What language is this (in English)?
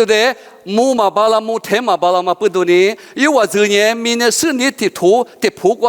Lisu